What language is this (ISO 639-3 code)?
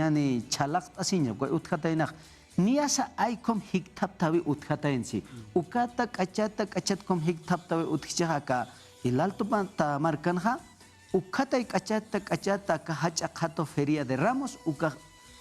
aym